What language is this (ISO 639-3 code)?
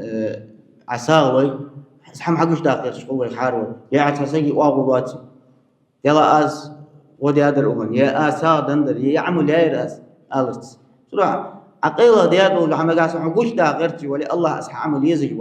inh